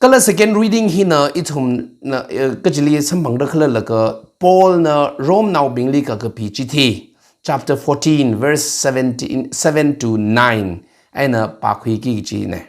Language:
Tangkhul Naga (India)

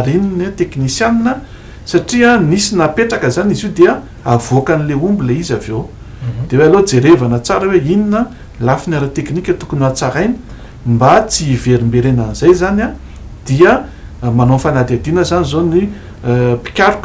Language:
Malagasy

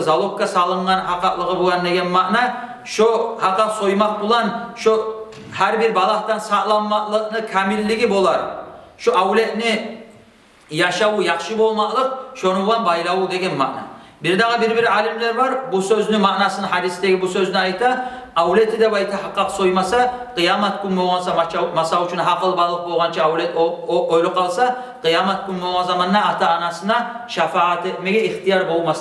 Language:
Kumyk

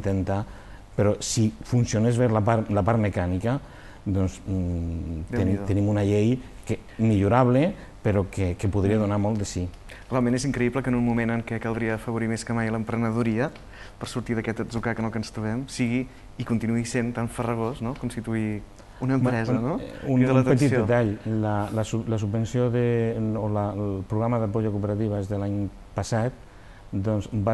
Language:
Catalan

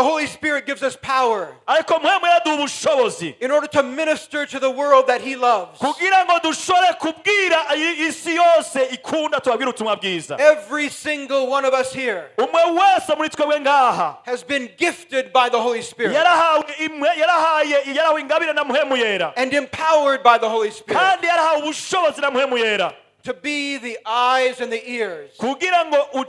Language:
Rundi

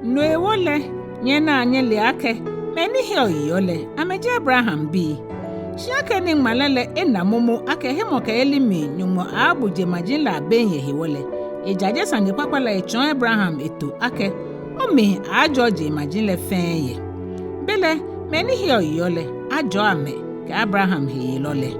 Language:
Ga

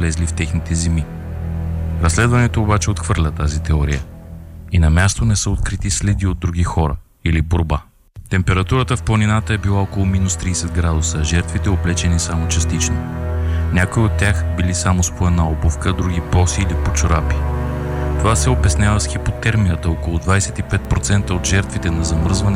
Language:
Bulgarian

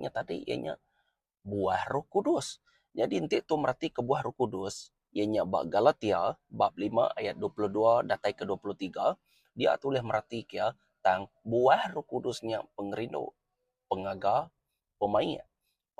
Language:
Iban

